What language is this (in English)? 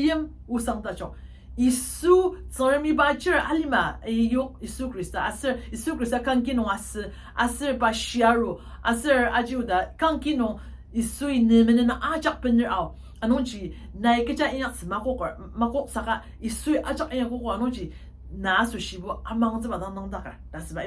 Ao Naga